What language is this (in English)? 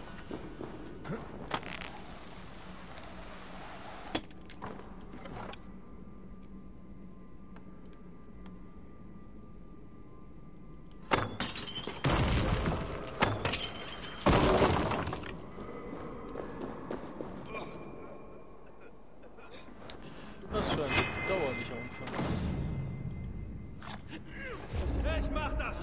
German